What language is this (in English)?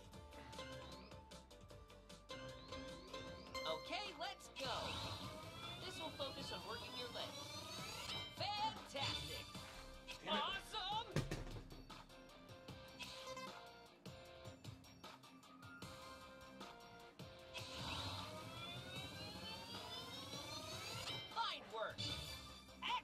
English